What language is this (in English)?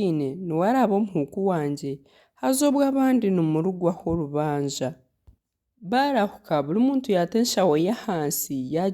Nyankole